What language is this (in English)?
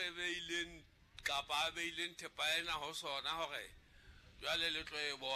Southern Sotho